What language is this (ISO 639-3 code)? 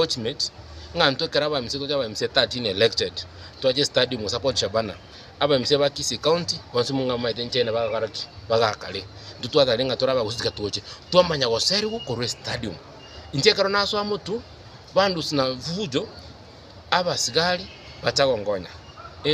guz